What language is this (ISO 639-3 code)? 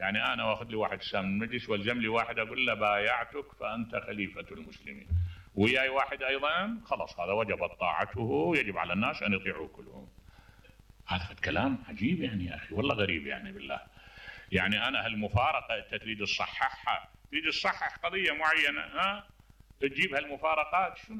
acm